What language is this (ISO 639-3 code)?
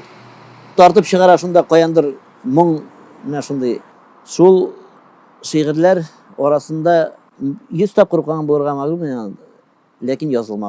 tat